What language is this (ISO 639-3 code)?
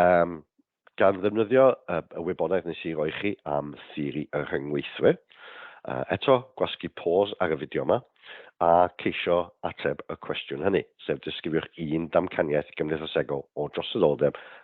cym